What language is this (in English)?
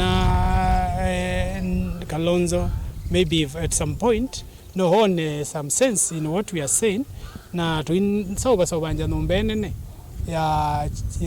Kamba